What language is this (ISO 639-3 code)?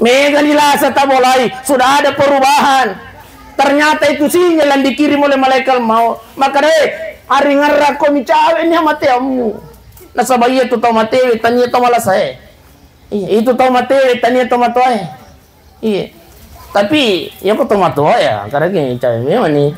bug